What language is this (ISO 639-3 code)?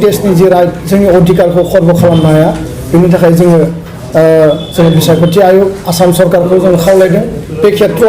brx